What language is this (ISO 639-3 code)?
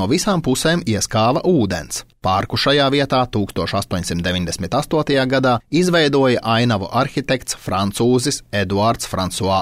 lav